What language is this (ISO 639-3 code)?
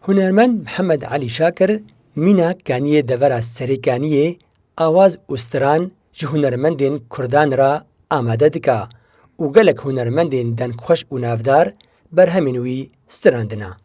kur